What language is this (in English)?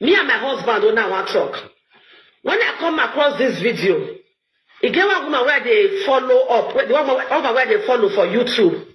Nigerian Pidgin